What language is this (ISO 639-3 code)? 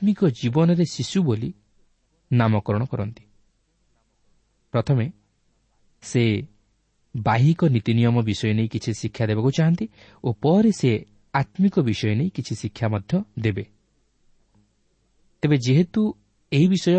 ori